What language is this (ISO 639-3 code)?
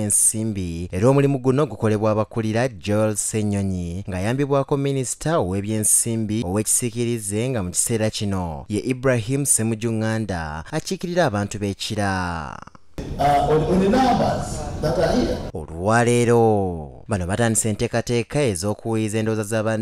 lug